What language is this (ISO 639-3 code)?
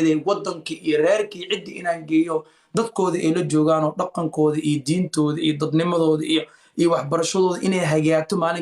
som